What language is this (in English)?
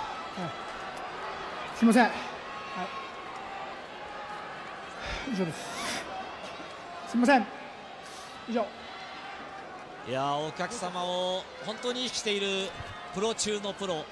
Japanese